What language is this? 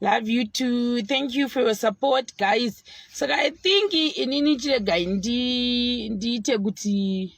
Shona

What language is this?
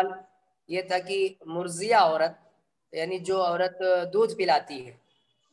Urdu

